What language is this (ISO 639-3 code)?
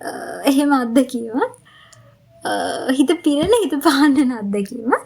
sin